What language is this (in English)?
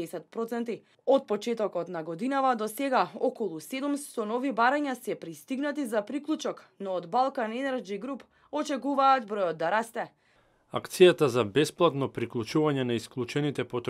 Macedonian